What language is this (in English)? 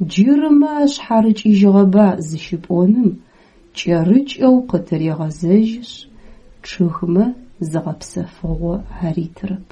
Adyghe